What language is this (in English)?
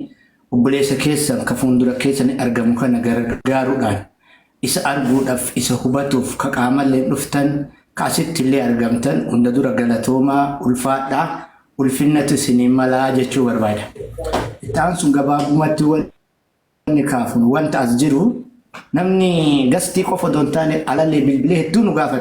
Oromo